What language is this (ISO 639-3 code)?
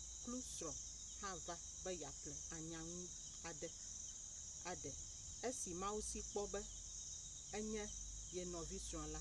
ewe